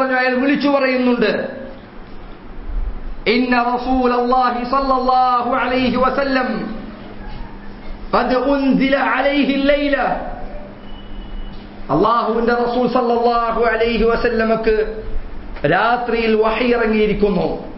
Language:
Malayalam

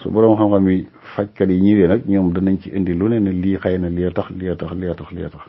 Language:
Wolof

